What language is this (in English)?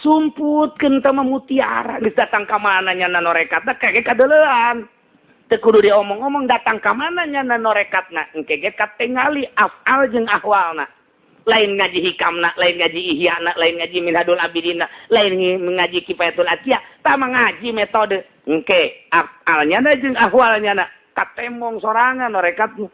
Sundanese